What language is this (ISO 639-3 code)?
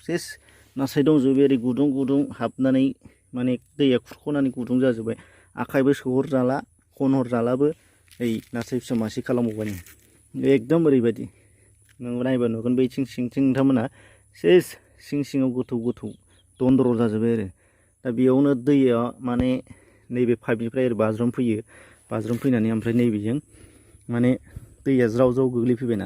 brx